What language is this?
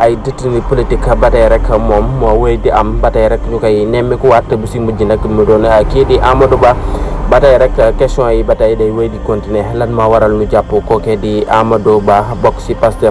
Wolof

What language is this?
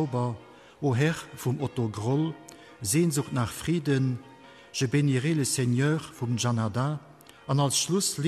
Luxembourgish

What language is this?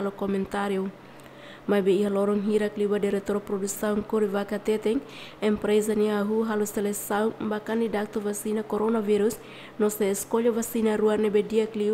Tetum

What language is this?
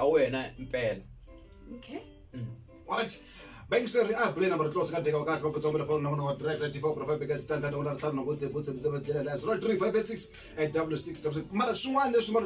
Tsonga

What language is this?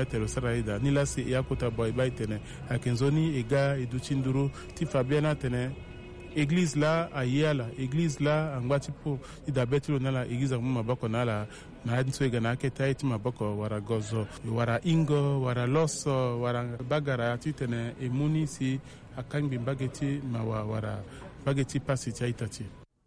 Sango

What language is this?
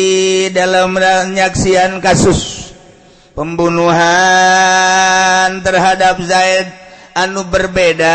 Sundanese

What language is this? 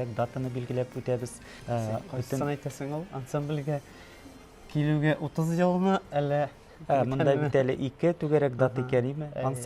Tatar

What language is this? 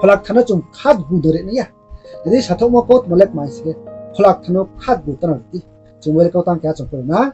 Riang (India)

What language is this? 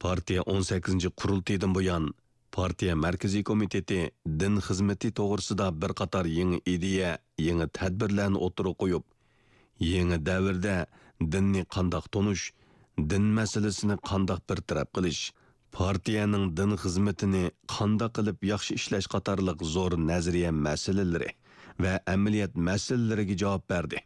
Uyghur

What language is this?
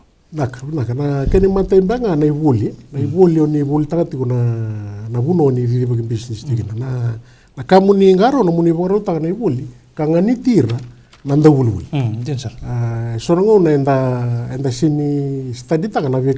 Fijian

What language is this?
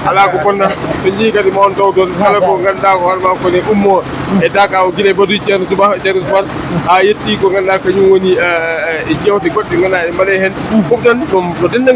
Fula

